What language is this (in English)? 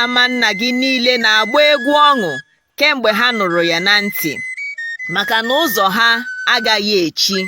Igbo